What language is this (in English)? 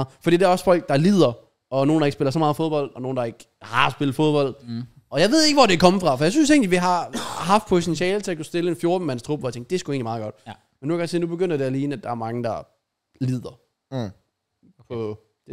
Danish